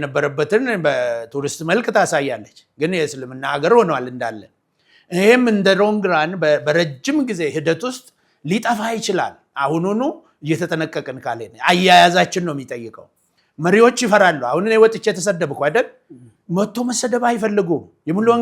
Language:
Amharic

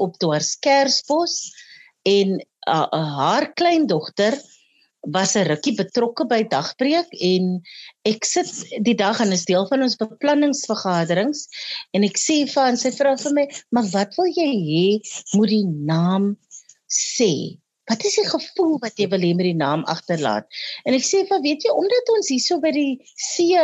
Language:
Afrikaans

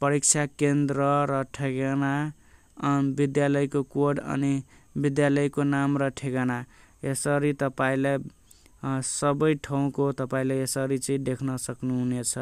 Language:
Nepali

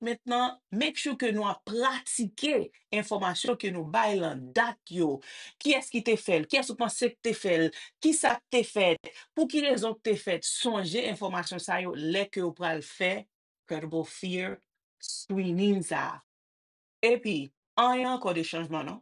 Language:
Haitian Creole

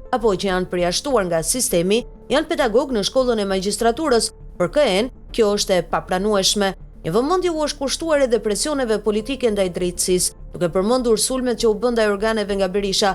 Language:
Albanian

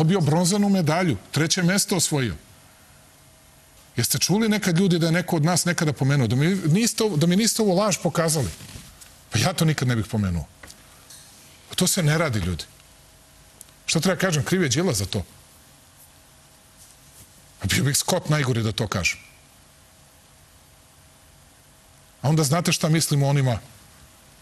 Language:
Serbian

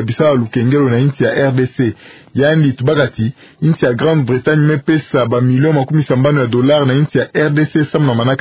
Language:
Kituba (Democratic Republic of Congo)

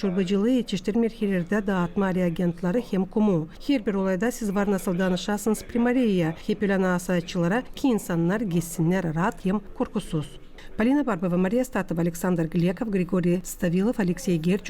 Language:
Gagauz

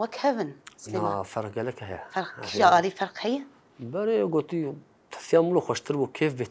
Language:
Kurdish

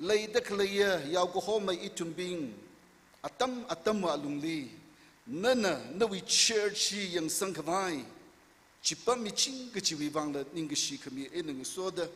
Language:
Tangkhul Naga (India)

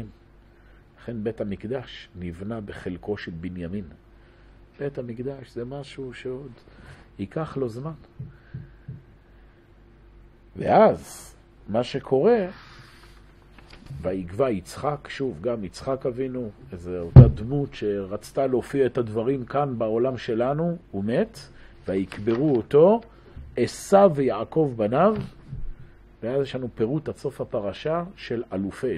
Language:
Hebrew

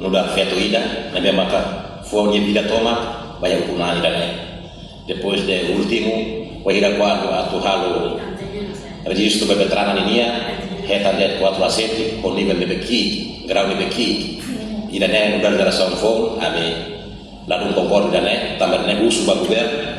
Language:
Tetum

